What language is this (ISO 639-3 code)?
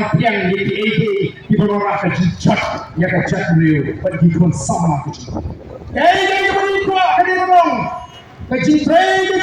kha